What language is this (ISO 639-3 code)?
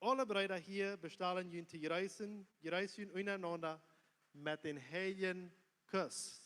pdt